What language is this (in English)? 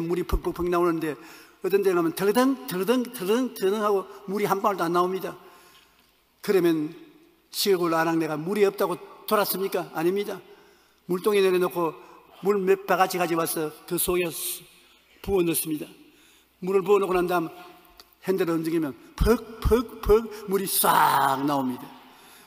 Korean